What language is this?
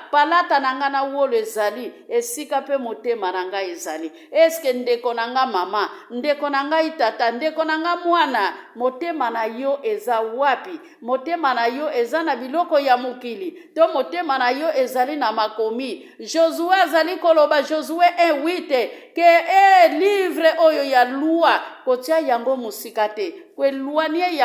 Lingala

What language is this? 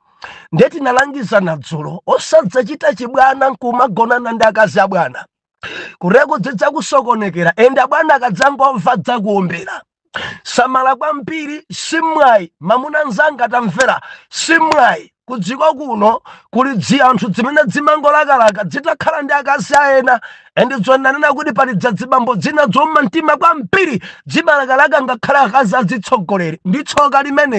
Nyanja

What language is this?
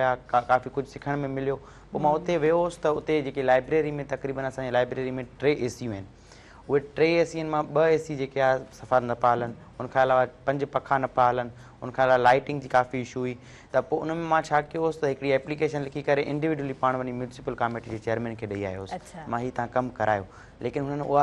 Sindhi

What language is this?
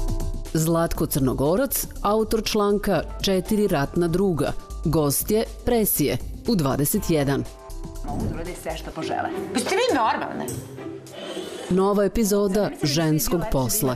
Serbian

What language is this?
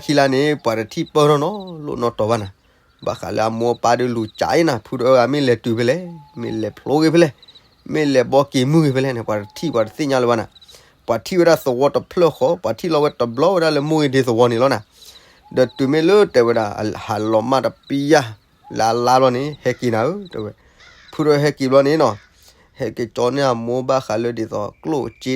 S'gaw Karen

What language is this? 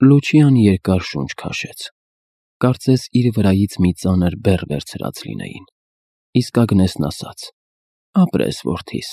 Armenian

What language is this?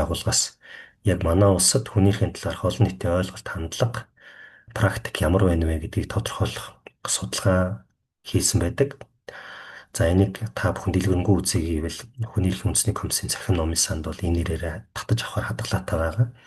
Mongolian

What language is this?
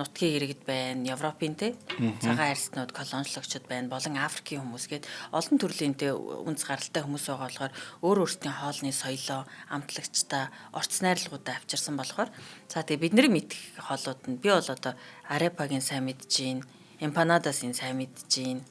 Mongolian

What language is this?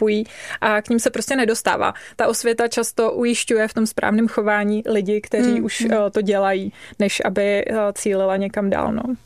Czech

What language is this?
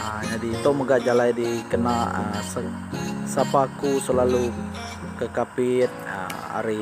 Iban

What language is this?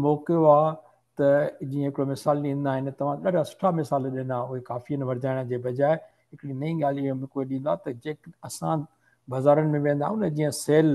Sindhi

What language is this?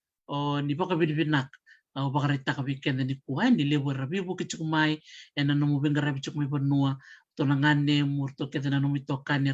Fijian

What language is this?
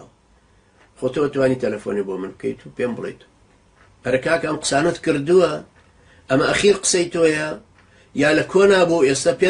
Central Kurdish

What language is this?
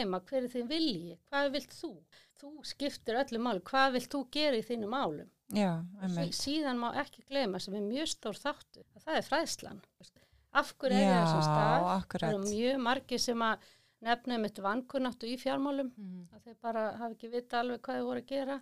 Icelandic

